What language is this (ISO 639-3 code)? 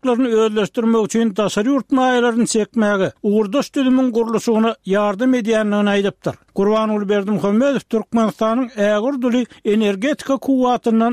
tuk